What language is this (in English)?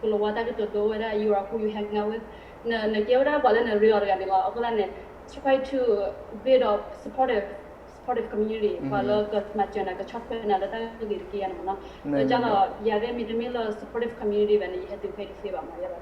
S'gaw Karen